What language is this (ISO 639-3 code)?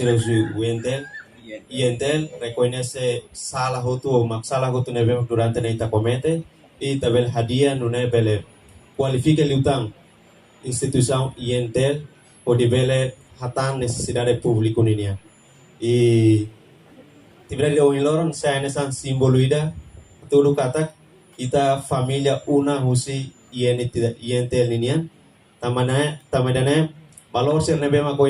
tet